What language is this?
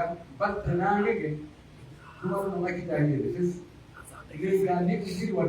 Pular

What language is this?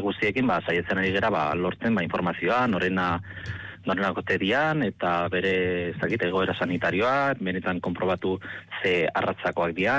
Basque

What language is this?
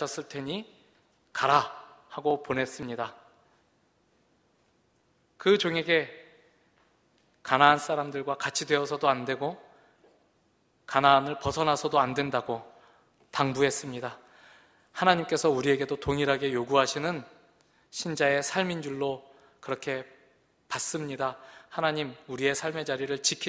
Korean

